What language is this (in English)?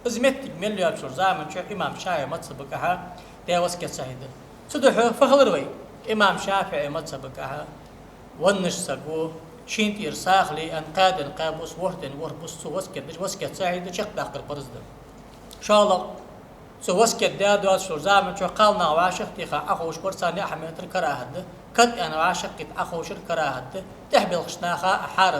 Ingush